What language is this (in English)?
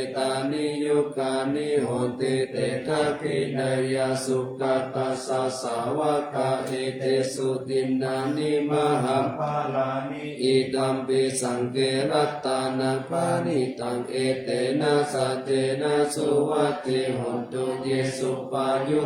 Pali